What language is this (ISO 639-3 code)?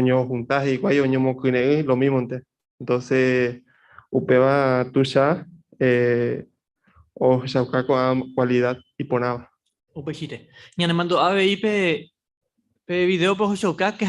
grn